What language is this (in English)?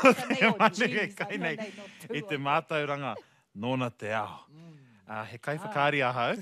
Māori